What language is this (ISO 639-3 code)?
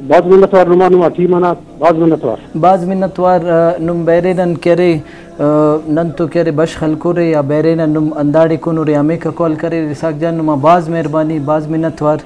brh